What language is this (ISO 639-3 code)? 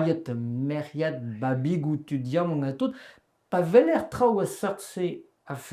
bre